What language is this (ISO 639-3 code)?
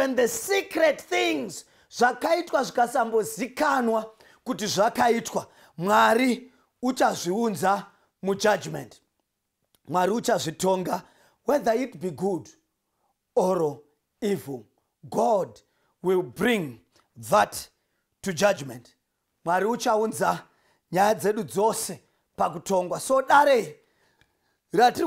sna